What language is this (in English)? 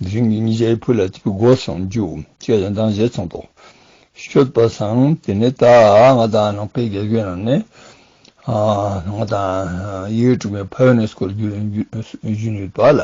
Ladakhi